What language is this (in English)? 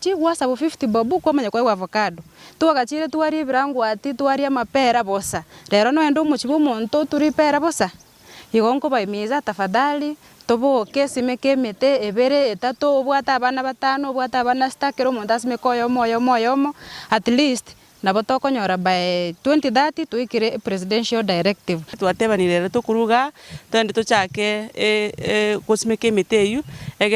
Gusii